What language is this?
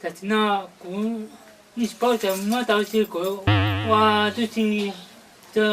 Hmong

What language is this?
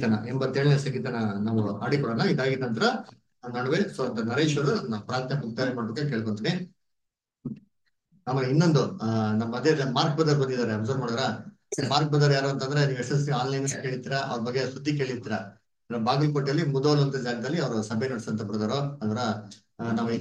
Kannada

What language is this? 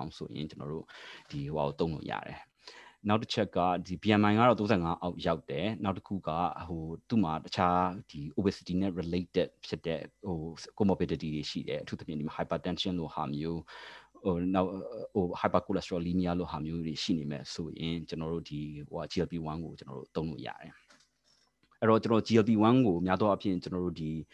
Burmese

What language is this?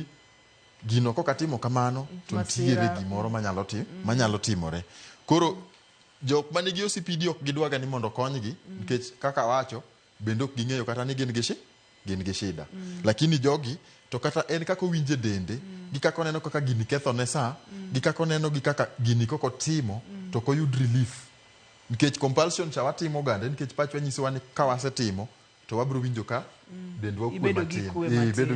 Luo (Kenya and Tanzania)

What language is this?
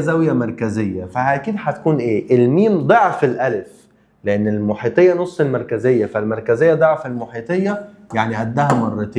Egyptian Arabic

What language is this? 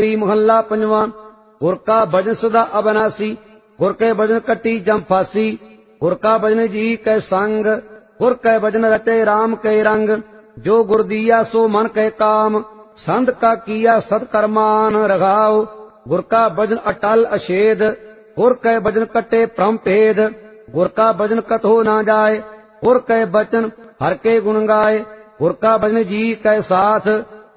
Punjabi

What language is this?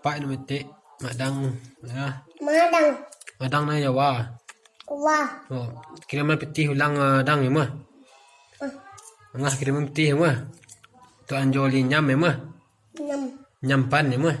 Minangkabau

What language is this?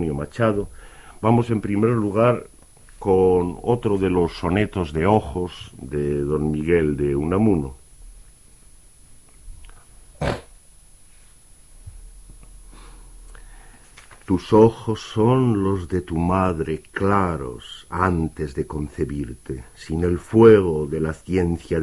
Spanish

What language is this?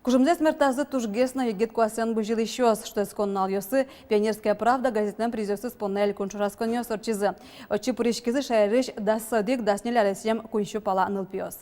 Udmurt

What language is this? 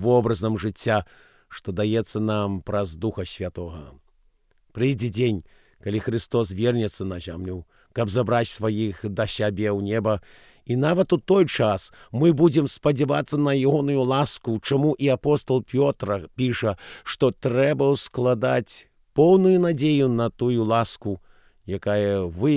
Belarusian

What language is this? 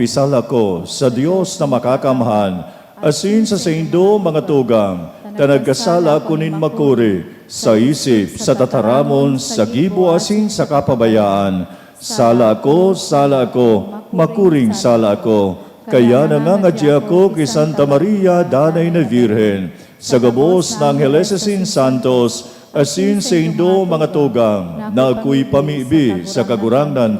Bikol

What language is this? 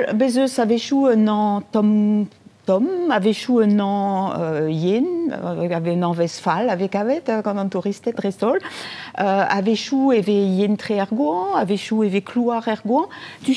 Breton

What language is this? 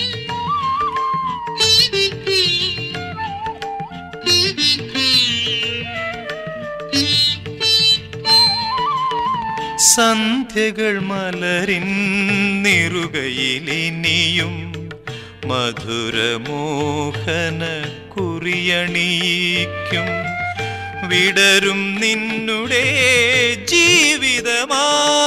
Malayalam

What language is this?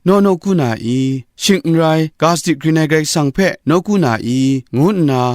Kachin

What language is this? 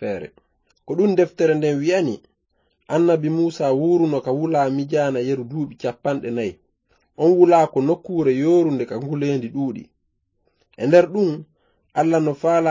Fula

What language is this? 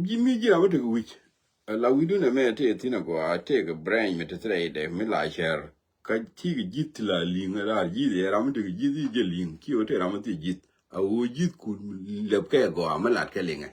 Nuer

